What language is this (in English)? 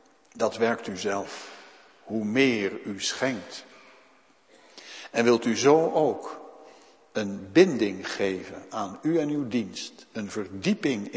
Dutch